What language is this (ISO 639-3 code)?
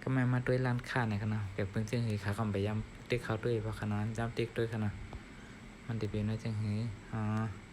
shn